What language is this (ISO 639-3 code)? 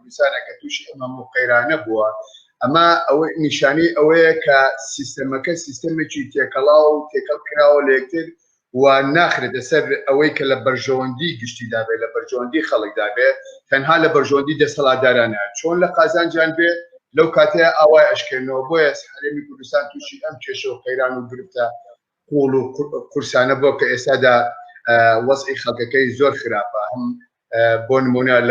ckb